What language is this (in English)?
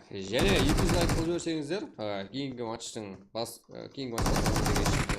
Kara-Kalpak